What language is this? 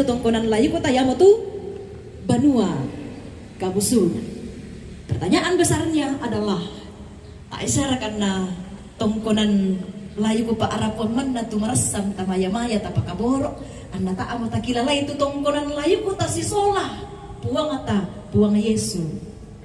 Toraja-Sa'dan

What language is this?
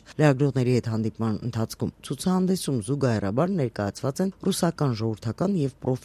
Armenian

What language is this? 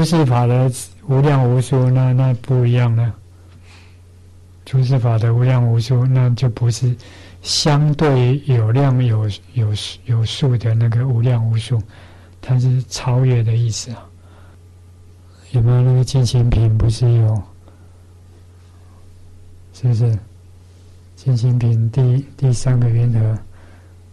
Chinese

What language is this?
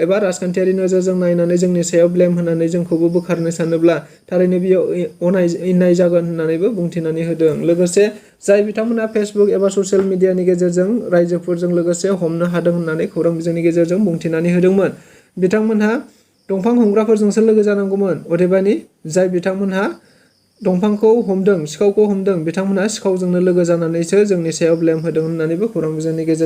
Bodo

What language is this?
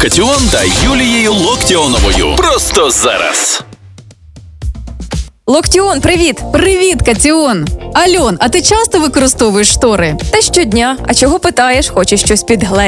Ukrainian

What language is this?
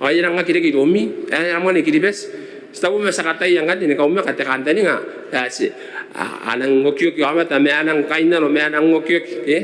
Gilbertese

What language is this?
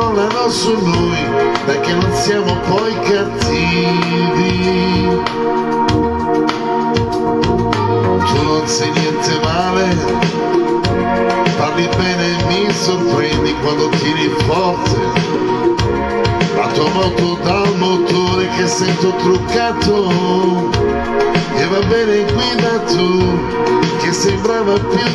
Italian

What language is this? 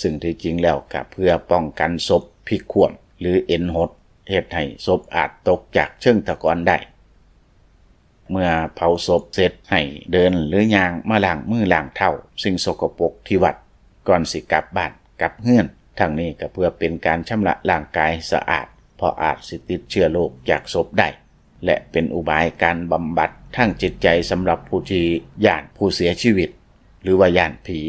Lao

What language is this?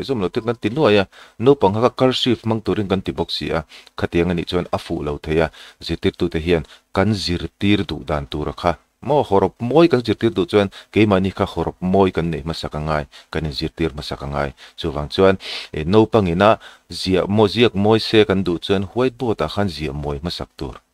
Mizo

